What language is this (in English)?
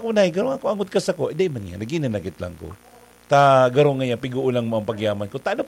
Bikol